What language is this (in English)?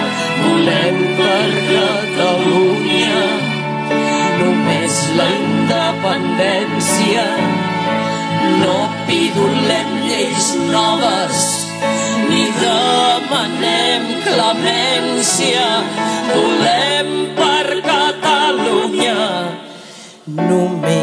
Catalan